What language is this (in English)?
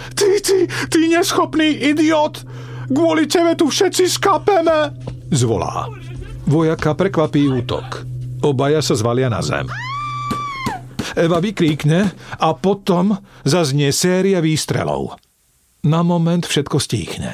Slovak